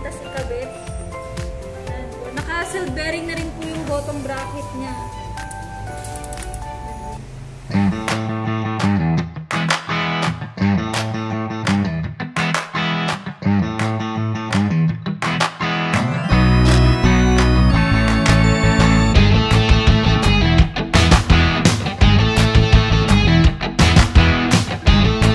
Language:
Filipino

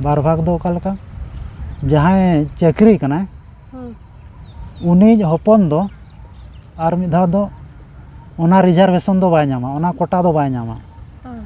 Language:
Santali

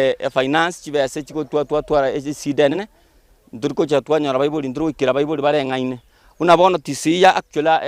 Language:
Gusii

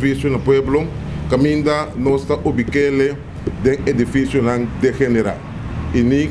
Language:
Papiamento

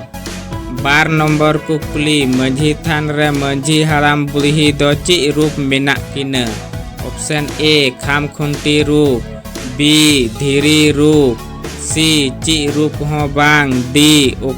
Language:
Santali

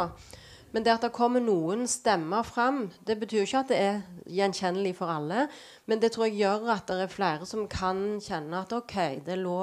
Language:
Norwegian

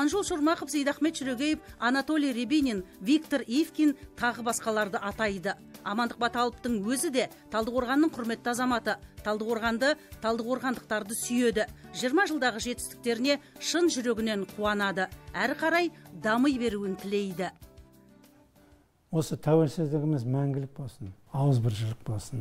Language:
Kazakh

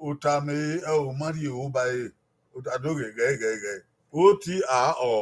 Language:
Bini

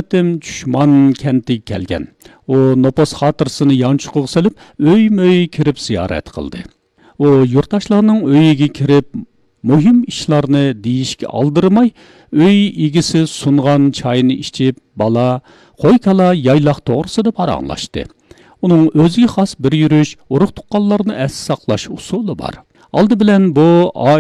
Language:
Uyghur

